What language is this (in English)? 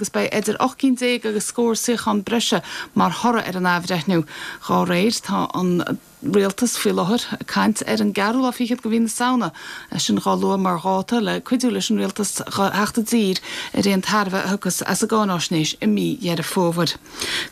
Irish